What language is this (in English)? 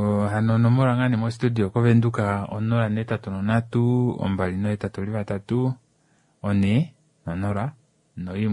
Kuanyama